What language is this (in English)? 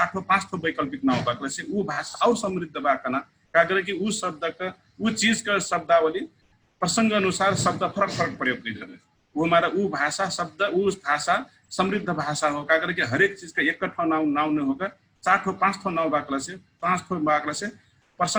Dangaura Tharu